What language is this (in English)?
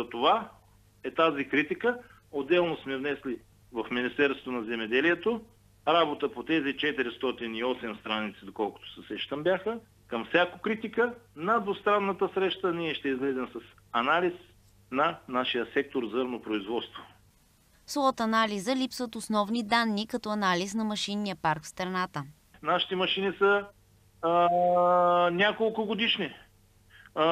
Bulgarian